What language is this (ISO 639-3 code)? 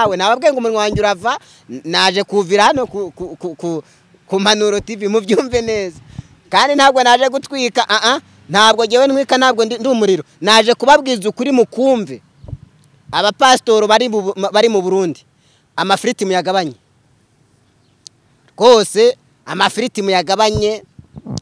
kin